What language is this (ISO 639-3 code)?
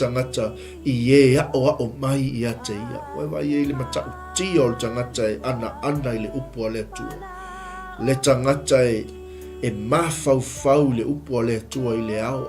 smo